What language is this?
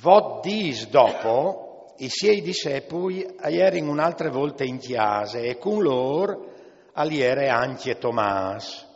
Friulian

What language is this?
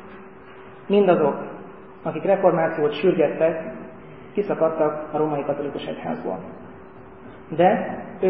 Hungarian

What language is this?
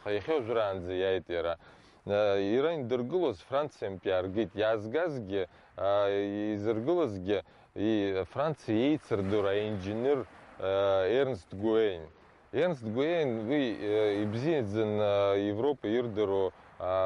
Abkhazian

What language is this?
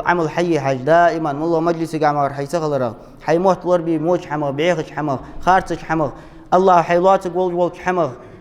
Ingush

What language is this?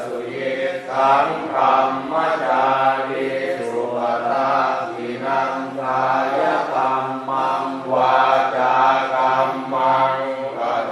Pali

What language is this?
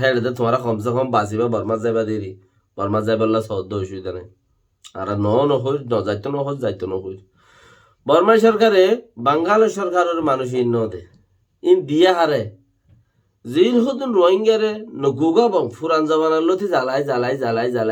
Rohingya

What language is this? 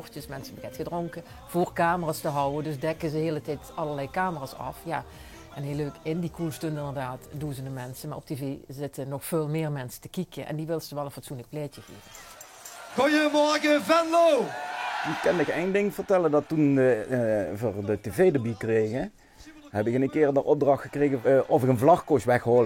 Limburgish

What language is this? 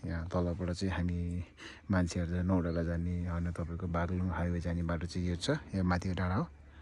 Nepali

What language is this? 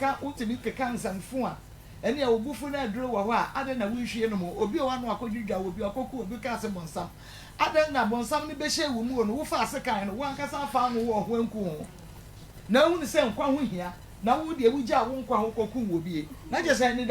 Akan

